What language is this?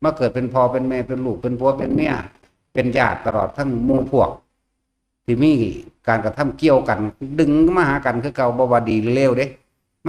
Northeastern Thai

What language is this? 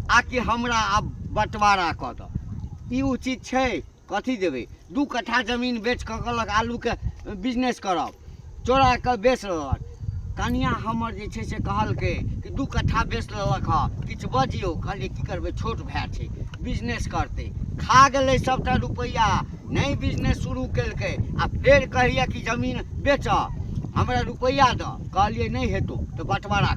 Maithili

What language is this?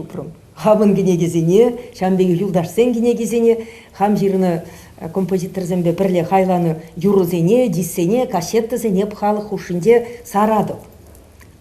Chuvash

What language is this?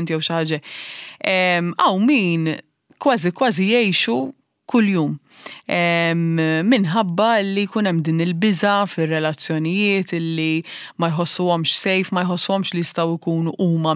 Maltese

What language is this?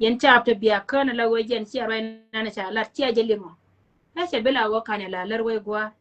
Nuer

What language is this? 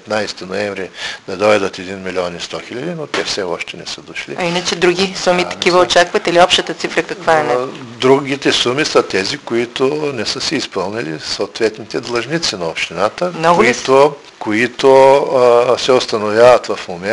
Bulgarian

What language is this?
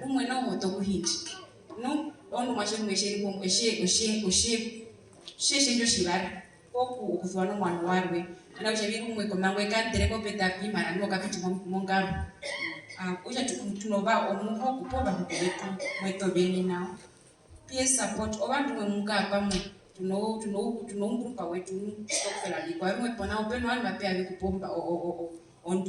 Herero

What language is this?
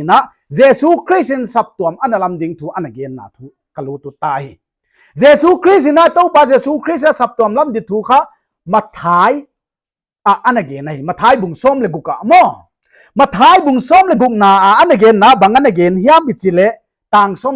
Paite Chin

